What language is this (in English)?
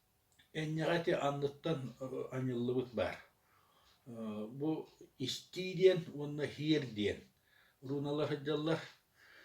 Yakut